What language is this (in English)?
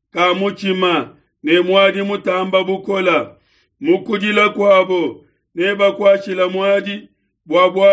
Luba-Lulua